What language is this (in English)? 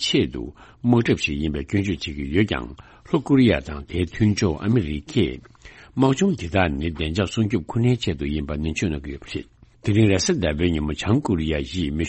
Tibetan